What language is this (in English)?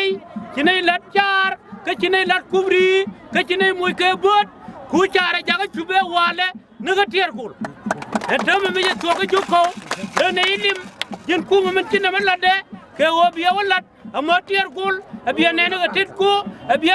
Nuer